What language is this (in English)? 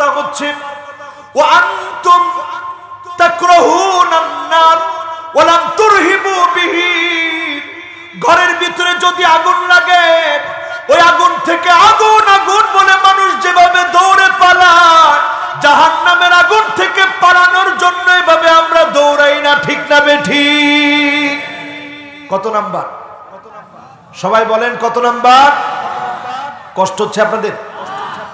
Bangla